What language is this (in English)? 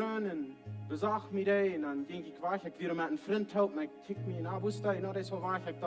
Plautdietsch